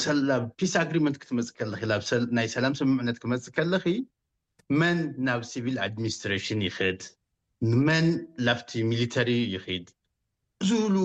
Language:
Tigrinya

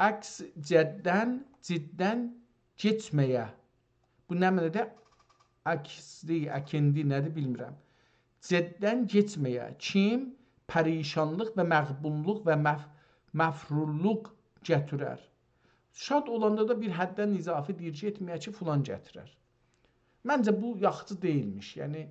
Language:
South Azerbaijani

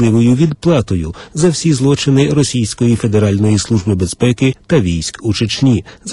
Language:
Ukrainian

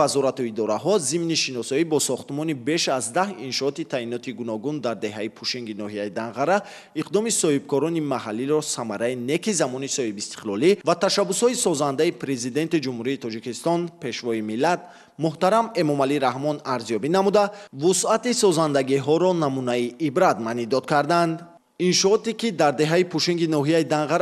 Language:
Tajik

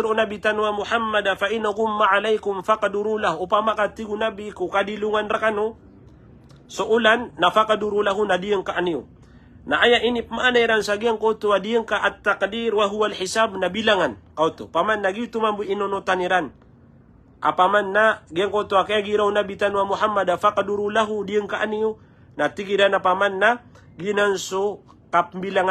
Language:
Maranao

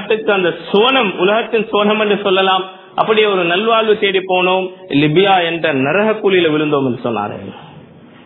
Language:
Tamil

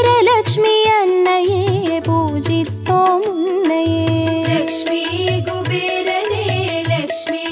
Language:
Tamil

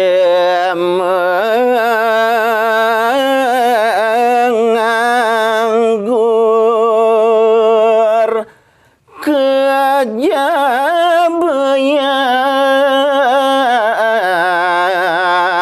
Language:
Balinese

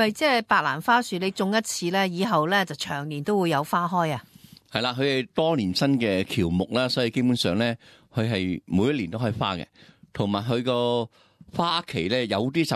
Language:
Cantonese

